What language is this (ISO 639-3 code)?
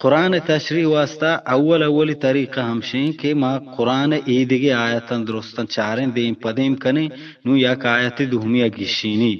bgp